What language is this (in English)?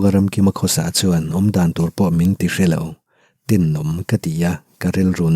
Mizo